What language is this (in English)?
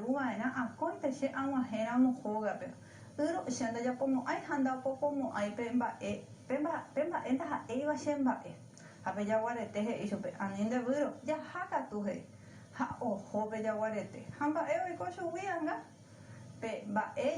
Guarani